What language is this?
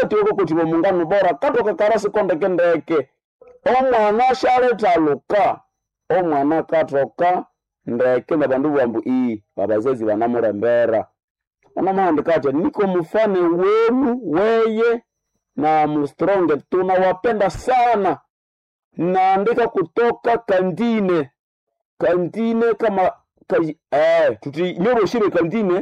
Nande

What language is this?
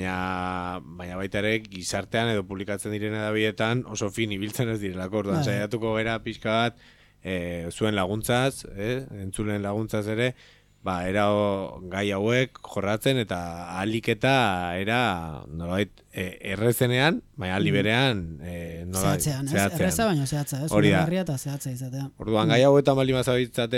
Basque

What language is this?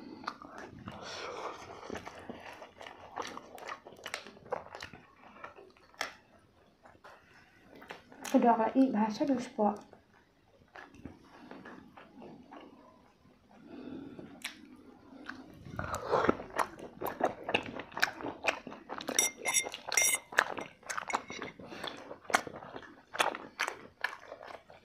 Khasi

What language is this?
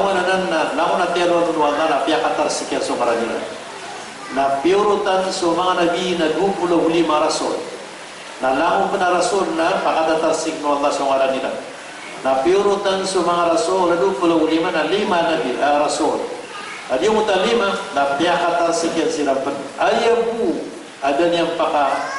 Maranao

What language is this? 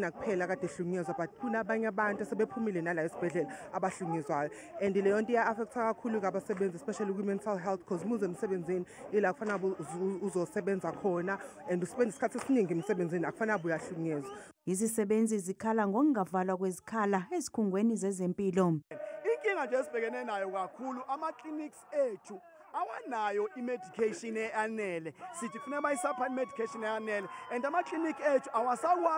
Zulu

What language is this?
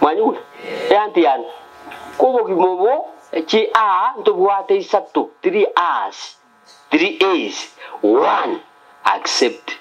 Gusii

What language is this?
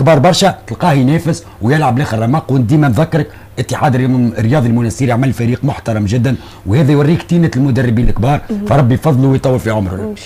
Tunisian Arabic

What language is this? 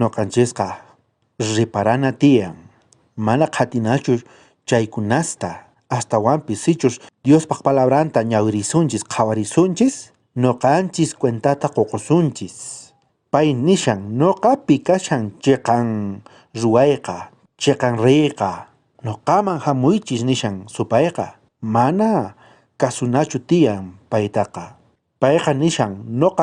South Bolivian Quechua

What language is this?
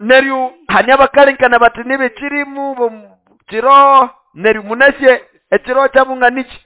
Nande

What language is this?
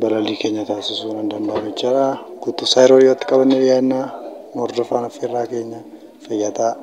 Oromo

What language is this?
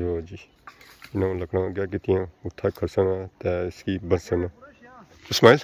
Pahari-Potwari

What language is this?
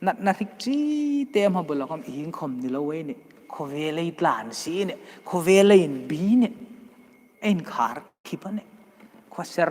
Hmar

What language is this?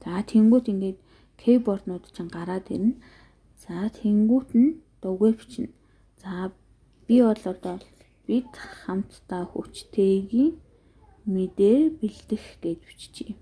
Mongolian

